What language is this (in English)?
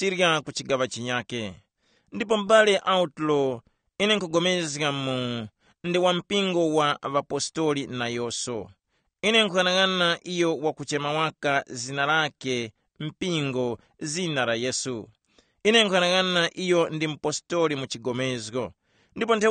Tumbuka